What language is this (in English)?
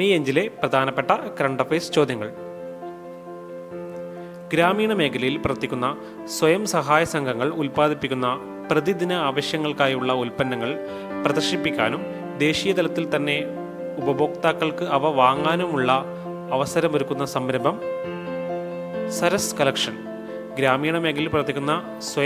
Malayalam